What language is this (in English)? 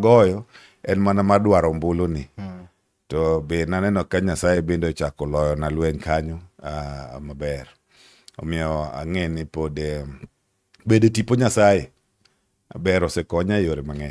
Luo (Kenya and Tanzania)